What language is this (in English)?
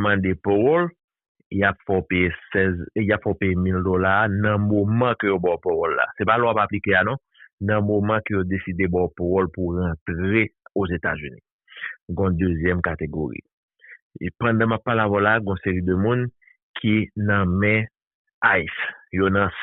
Haitian Creole